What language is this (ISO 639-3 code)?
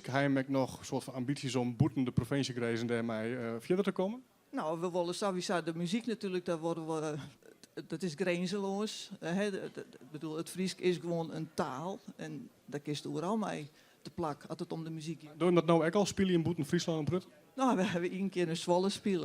fry